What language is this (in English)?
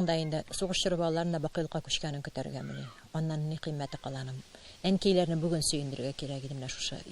Tatar